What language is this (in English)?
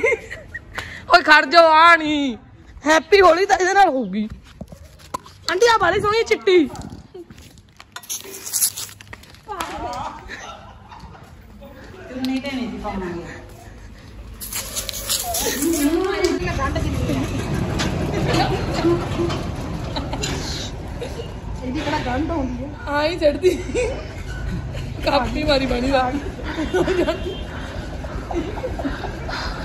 Punjabi